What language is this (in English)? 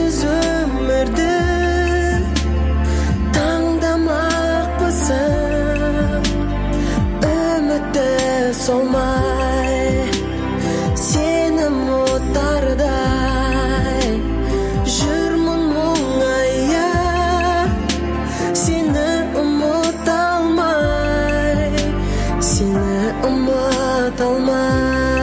Kazakh